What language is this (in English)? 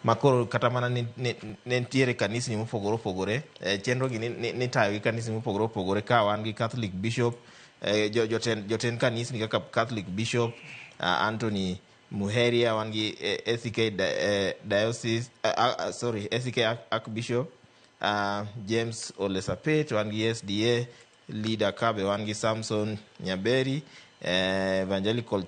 Luo (Kenya and Tanzania)